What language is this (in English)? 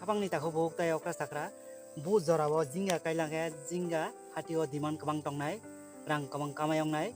Kok Borok